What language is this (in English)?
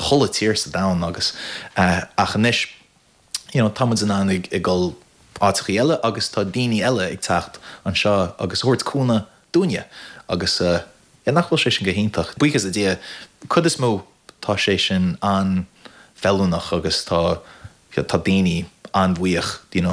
Irish